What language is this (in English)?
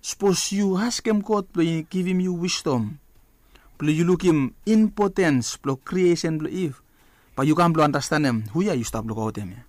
Bislama